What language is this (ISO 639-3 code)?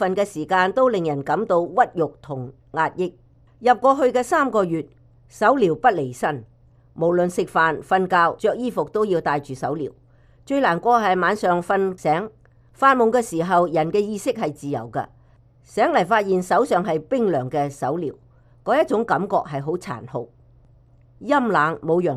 yue